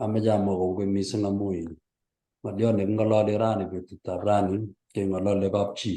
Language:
Kalenjin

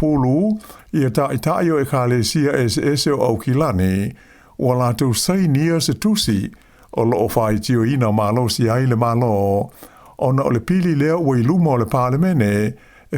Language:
Samoan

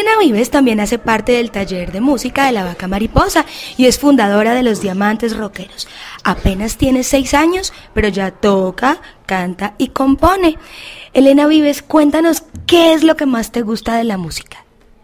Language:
Spanish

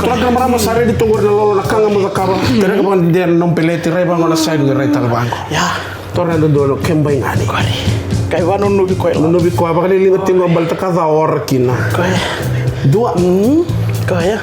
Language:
Fijian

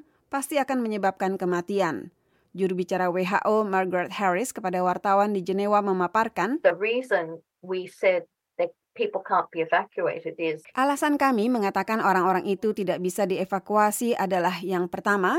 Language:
Indonesian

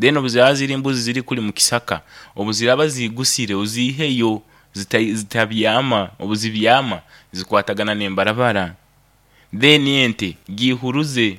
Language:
Nyoro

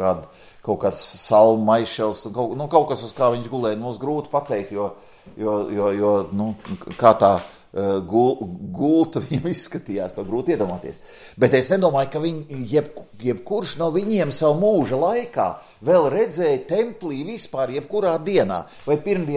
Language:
Latvian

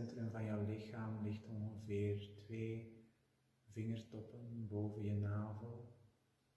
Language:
Dutch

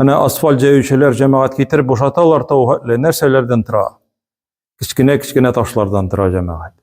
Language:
Tatar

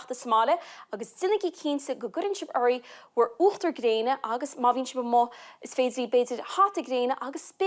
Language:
Irish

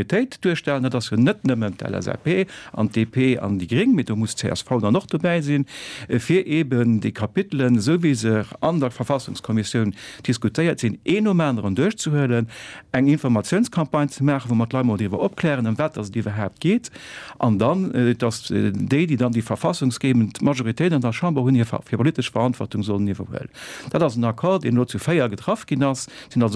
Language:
Luxembourgish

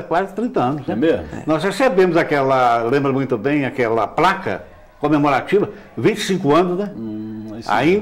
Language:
Portuguese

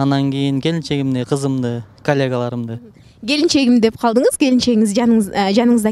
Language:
Kyrgyz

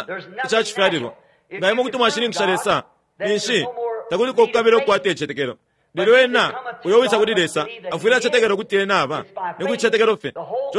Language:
Bemba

